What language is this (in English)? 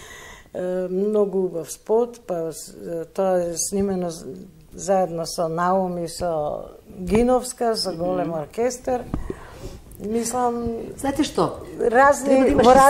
Macedonian